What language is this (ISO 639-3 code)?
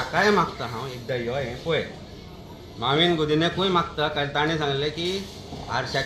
kok